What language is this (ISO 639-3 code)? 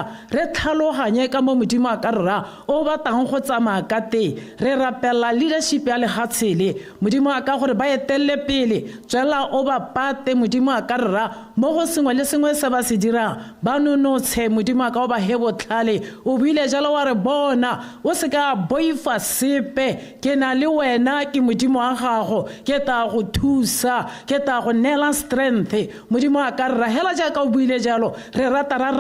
tsn